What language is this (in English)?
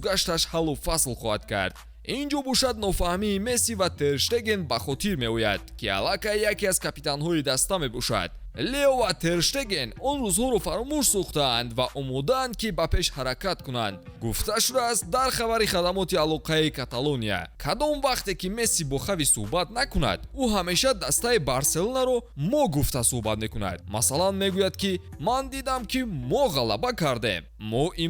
Tajik